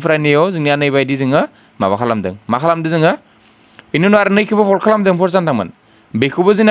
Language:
Bodo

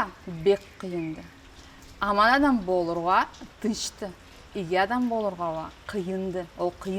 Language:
Karachay-Balkar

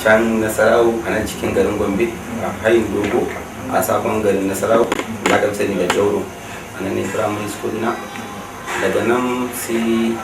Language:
Hausa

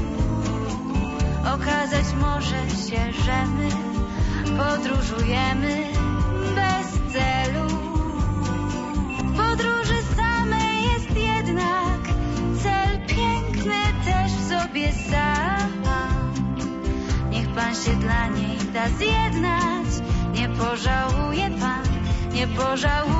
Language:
Polish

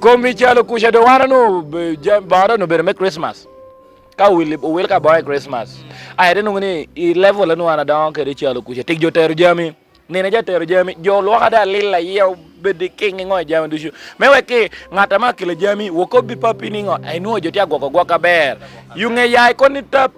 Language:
Lango (Uganda)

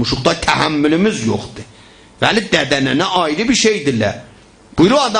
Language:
South Azerbaijani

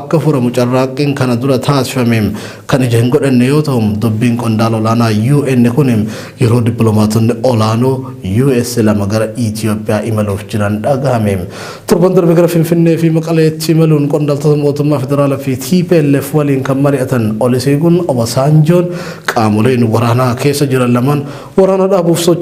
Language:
Oromo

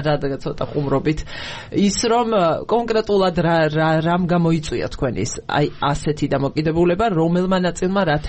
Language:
Georgian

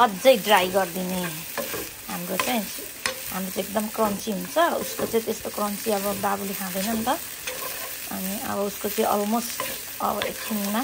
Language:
Nepali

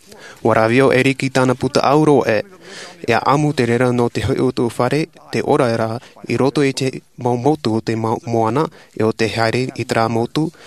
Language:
Tahitian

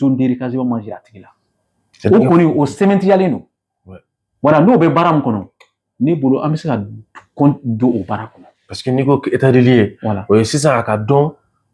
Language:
Bambara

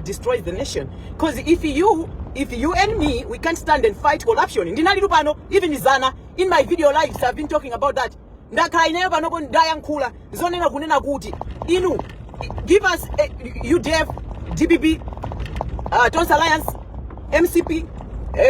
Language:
Nyanja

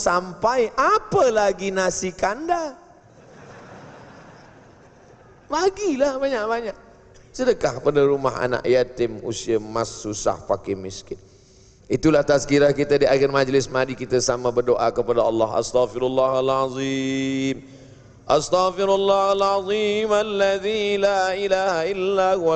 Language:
Malay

